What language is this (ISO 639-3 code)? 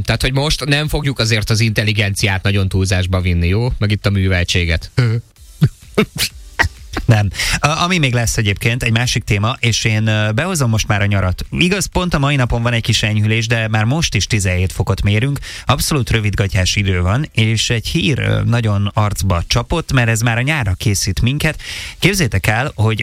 hun